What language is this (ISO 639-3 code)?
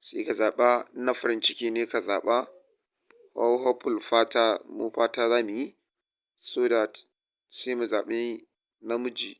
hau